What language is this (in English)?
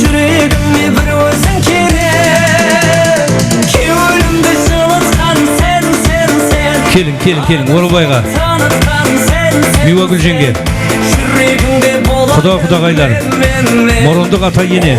Kara-Kalpak